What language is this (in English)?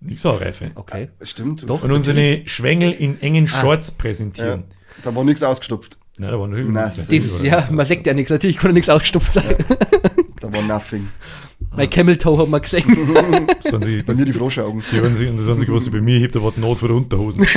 Bavarian